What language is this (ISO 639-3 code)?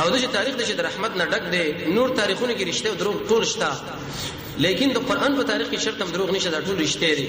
pus